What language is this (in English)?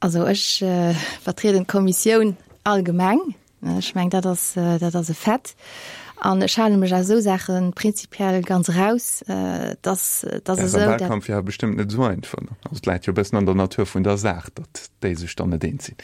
Luxembourgish